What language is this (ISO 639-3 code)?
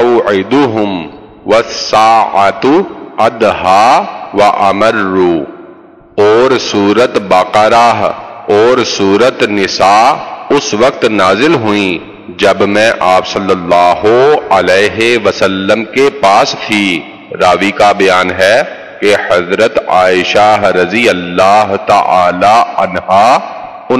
urd